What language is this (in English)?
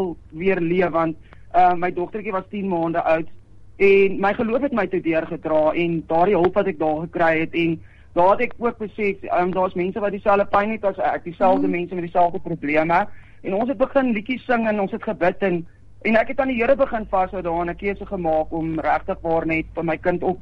Afrikaans